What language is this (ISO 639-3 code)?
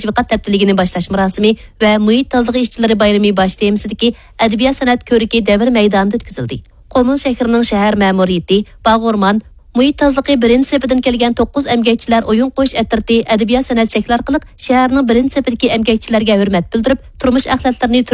uig